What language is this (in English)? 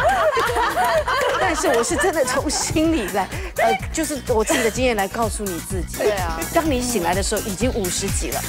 Chinese